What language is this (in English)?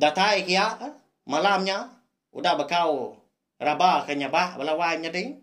Iban